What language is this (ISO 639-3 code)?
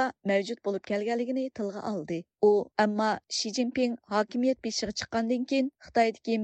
uig